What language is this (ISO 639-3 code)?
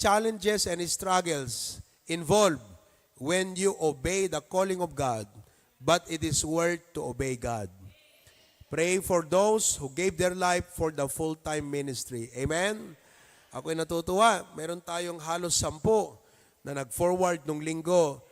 ilo